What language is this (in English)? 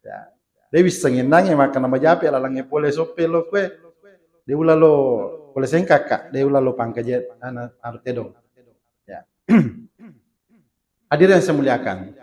Buginese